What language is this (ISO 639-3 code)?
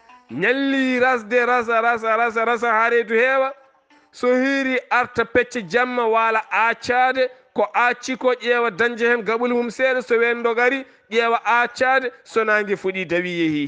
ful